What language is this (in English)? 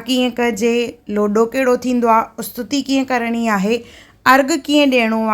Sindhi